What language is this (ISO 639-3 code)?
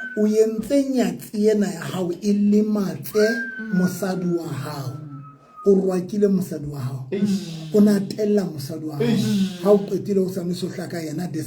sot